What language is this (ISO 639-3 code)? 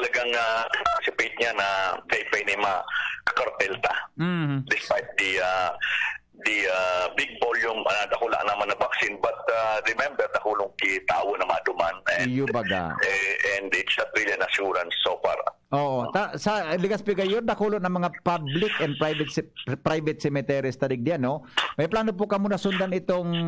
bik